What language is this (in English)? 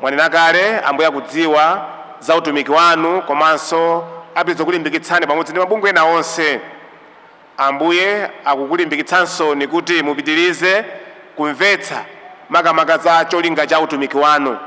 Nyanja